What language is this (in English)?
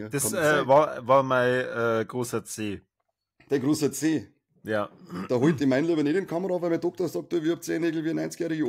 Bavarian